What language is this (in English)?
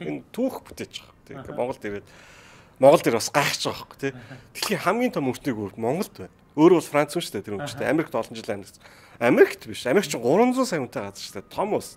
Mongolian